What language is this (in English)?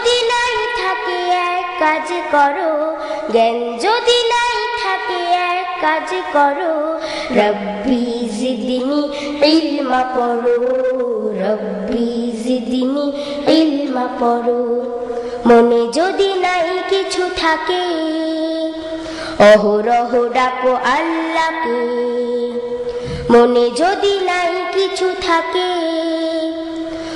Bangla